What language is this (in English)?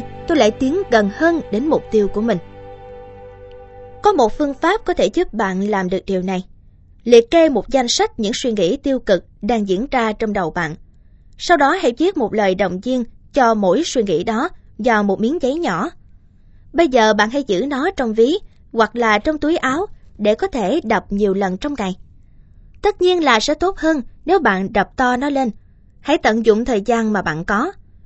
Vietnamese